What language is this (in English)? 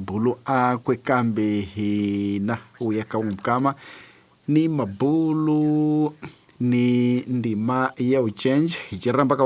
Tsonga